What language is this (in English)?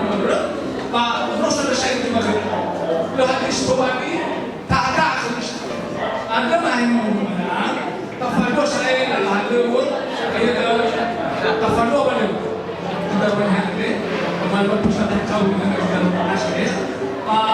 Nias